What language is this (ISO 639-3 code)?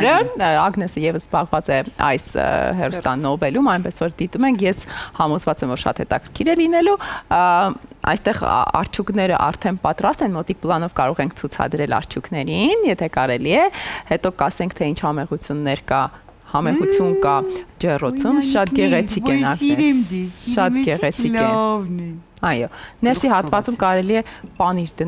hye